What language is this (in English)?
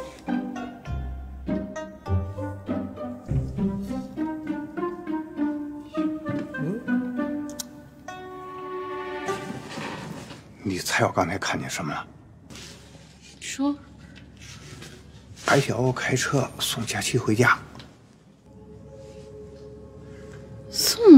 Chinese